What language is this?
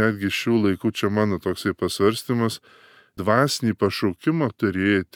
Lithuanian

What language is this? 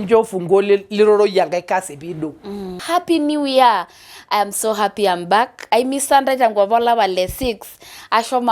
Masai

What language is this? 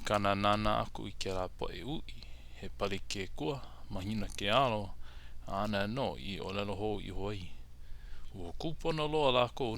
Hawaiian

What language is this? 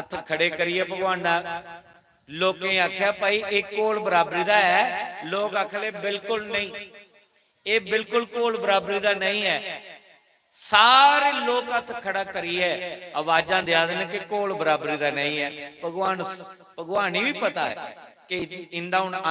Dogri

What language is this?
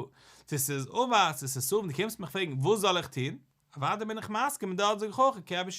Yiddish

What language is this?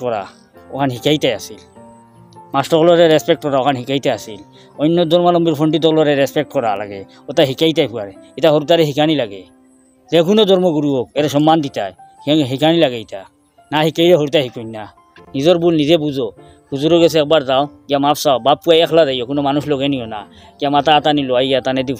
Sylheti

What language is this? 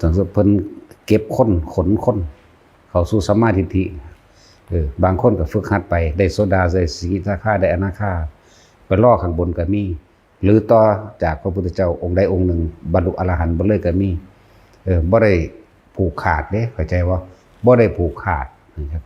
Lao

